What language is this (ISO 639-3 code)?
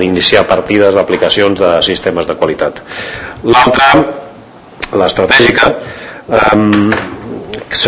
cat